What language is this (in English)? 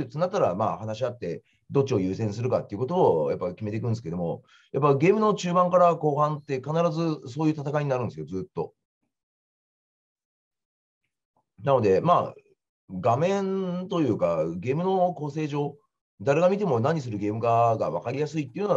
Japanese